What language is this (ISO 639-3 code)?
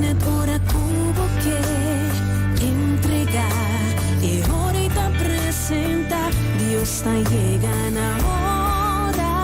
pap